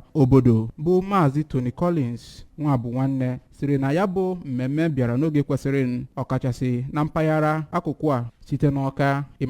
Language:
Igbo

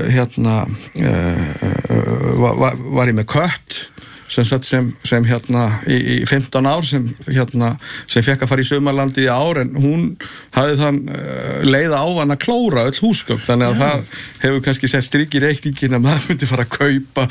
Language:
Icelandic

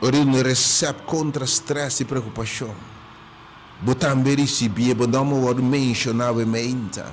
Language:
Papiamento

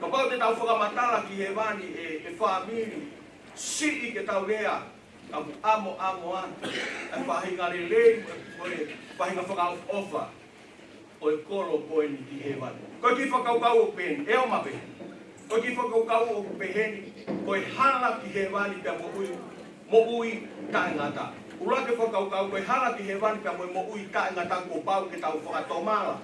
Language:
Tongan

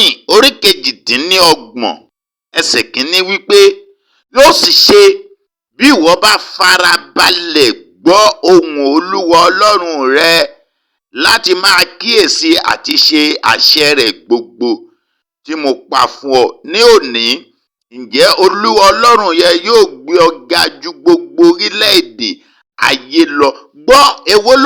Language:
Yoruba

